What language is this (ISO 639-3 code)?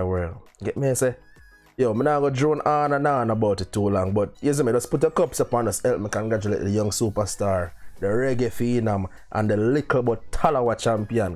jam